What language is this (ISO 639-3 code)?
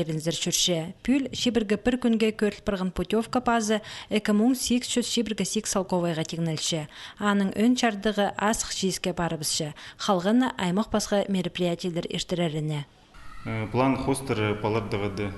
kjh